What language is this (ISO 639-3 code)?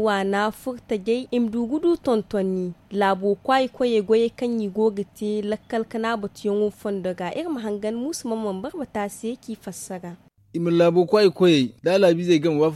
dje